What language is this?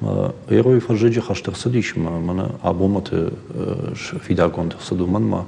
Ossetic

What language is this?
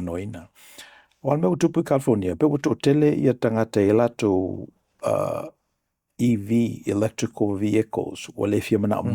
Samoan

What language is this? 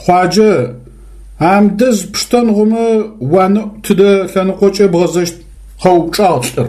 Adyghe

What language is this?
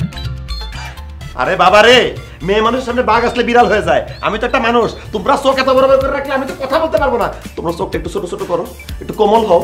Bangla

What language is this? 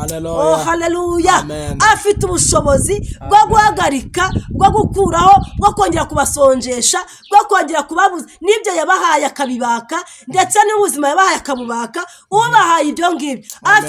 Kinyarwanda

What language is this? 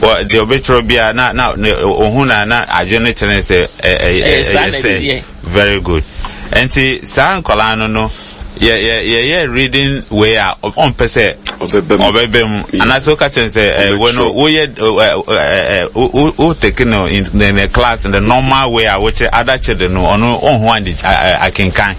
Akan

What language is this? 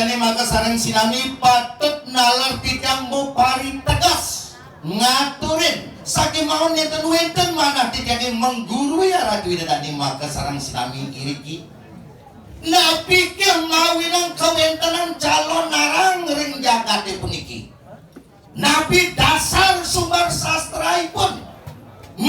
Balinese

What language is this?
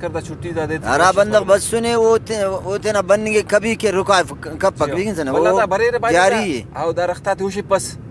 Brahui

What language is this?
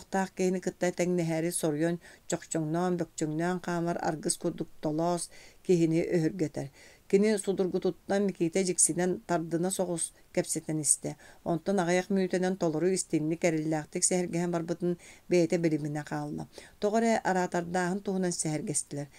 Yakut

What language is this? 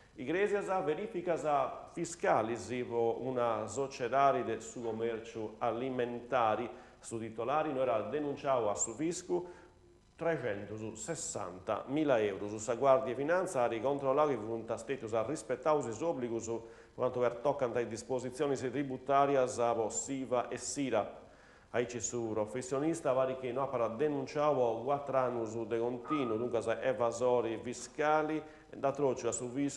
Sardinian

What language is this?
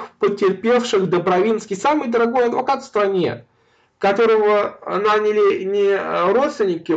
Russian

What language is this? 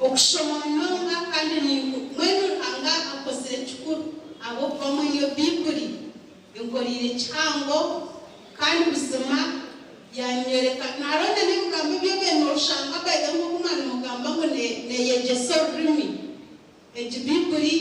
Nyankole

